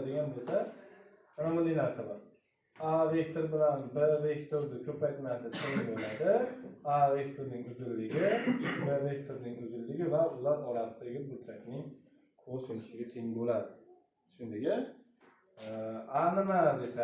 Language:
Uzbek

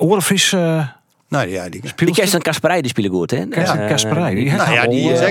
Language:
Western Frisian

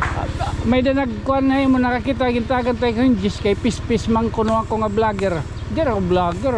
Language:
Waray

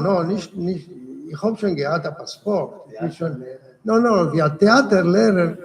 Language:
Yiddish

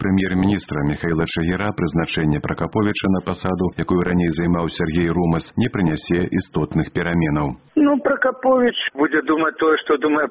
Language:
Belarusian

